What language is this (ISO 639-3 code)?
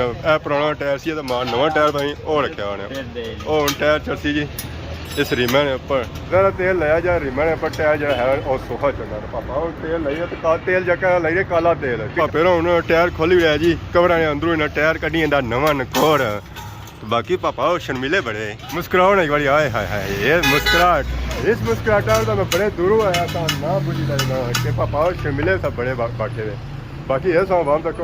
phr